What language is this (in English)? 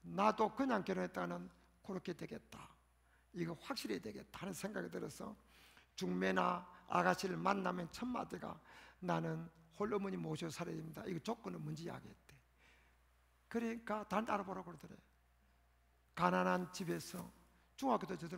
Korean